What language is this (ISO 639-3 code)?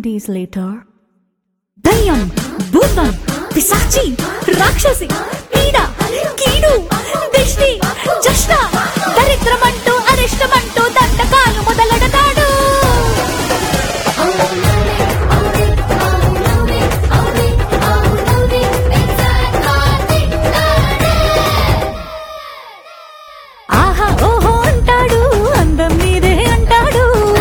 tel